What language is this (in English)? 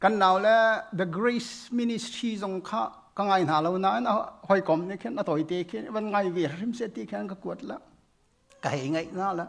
Hakha Chin